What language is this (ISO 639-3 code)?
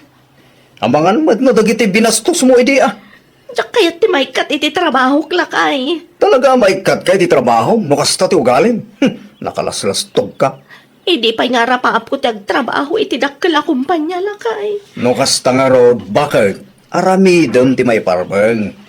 ilo